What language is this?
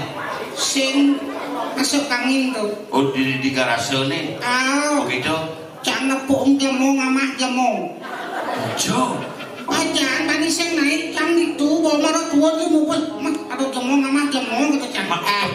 Balinese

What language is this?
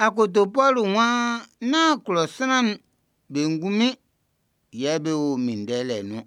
Baoulé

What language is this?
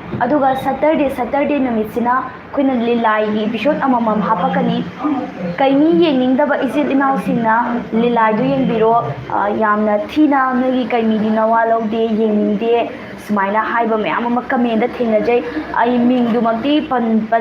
Manipuri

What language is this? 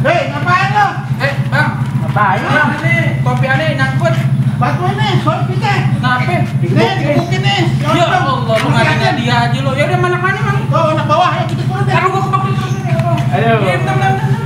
Betawi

